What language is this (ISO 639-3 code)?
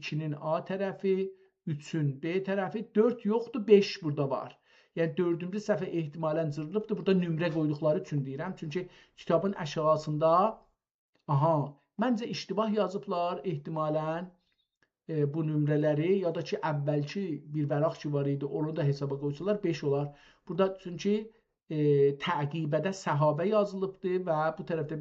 azb